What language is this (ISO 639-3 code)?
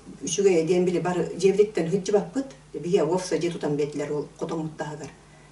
sah